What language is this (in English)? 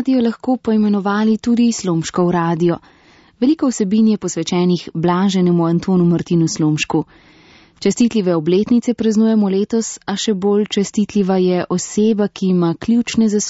Slovenian